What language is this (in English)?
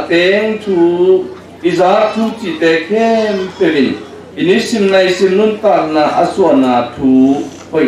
Tedim Chin